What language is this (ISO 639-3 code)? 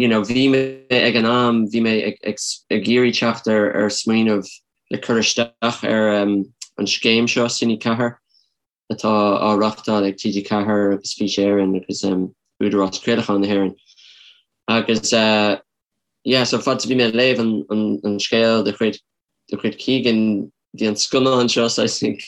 gle